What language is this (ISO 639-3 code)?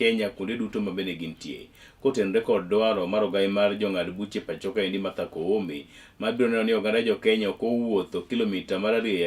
luo